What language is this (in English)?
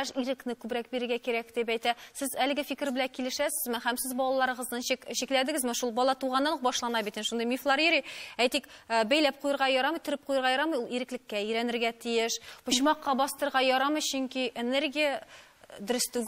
Tatar